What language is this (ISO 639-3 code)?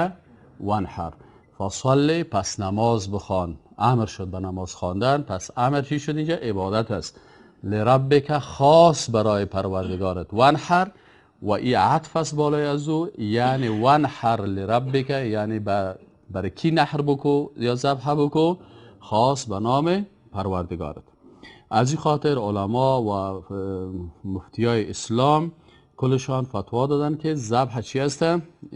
fas